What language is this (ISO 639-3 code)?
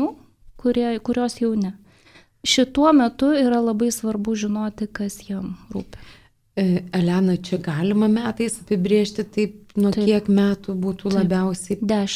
lit